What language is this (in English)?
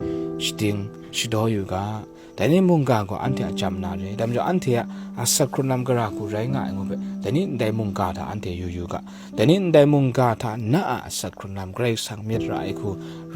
Kachin